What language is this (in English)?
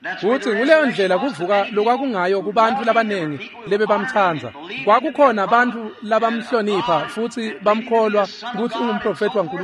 Swati